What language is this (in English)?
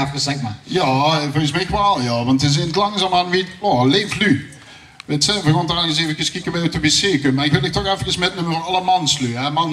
Limburgish